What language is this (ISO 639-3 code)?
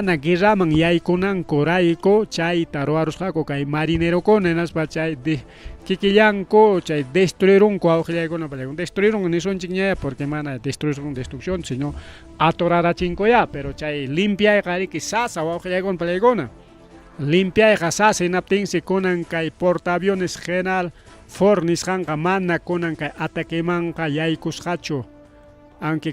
quy